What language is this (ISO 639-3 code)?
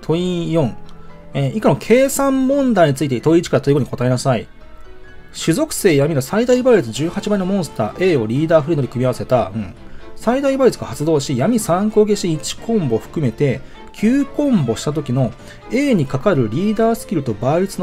jpn